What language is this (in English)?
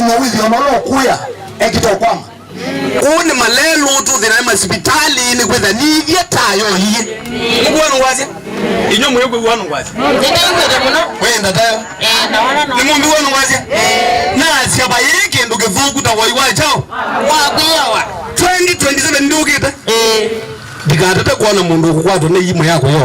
Kamba